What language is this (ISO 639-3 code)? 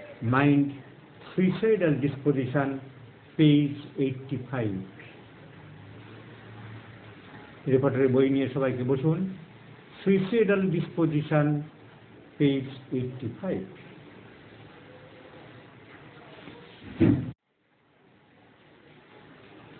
ben